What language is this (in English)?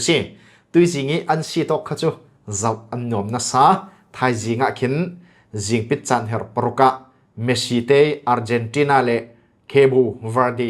Falam Chin